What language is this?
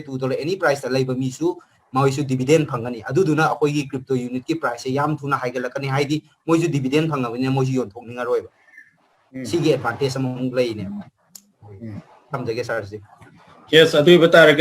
Manipuri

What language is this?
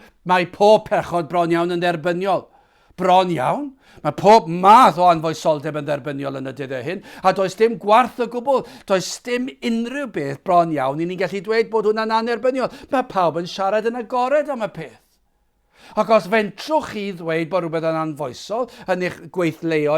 Welsh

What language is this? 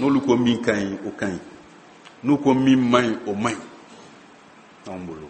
Bambara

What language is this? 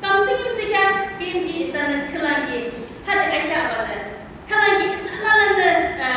Yimchungru Naga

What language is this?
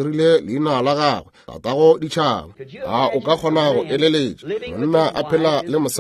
Northern Sotho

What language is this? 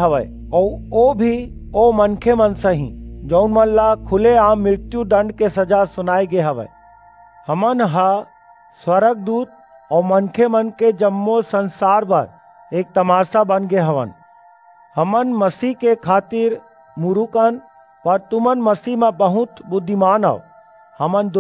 Chhattisgarhi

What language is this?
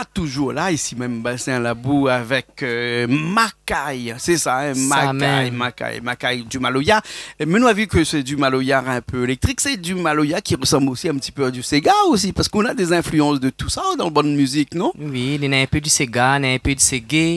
Réunion Creole French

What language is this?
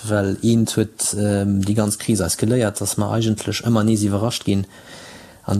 Luxembourgish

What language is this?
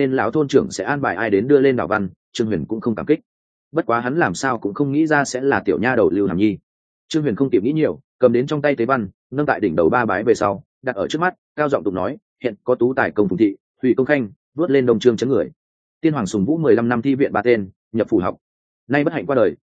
Vietnamese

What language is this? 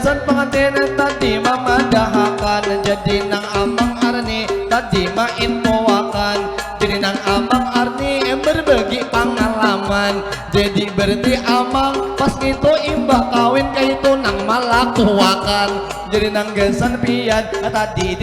Banjar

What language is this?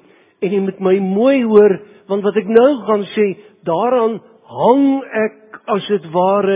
Afrikaans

